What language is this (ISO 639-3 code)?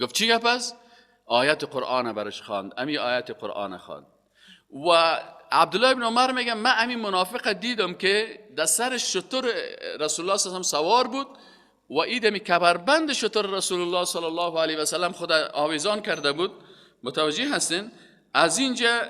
fas